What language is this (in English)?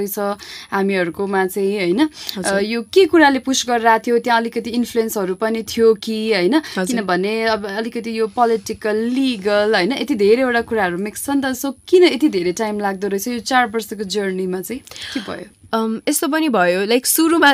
Nepali